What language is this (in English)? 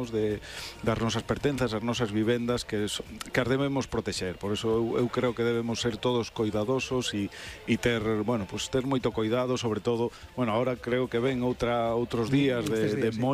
Galician